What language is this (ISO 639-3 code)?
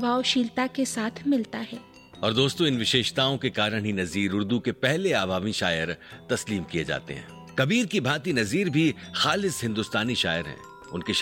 hin